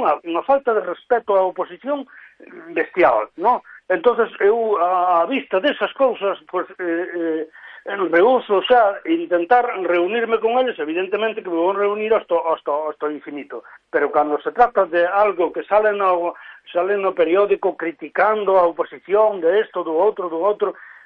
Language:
Galician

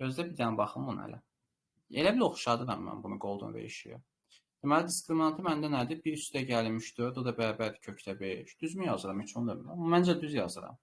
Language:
Azerbaijani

